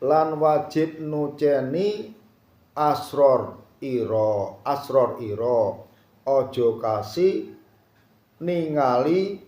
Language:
Javanese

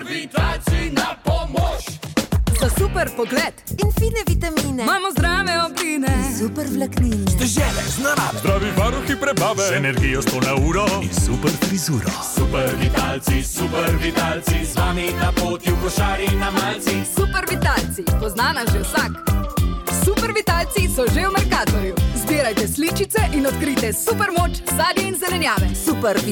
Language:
Slovenian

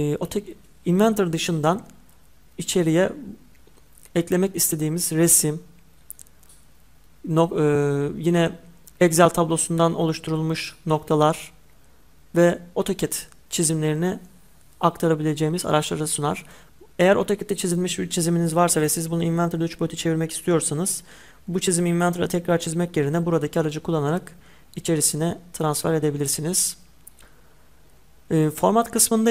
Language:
Turkish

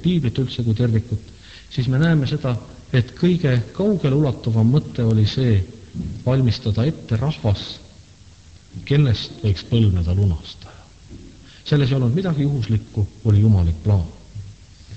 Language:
Estonian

